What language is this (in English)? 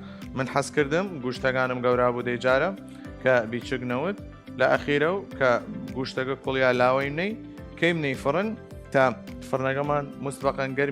Southern Kurdish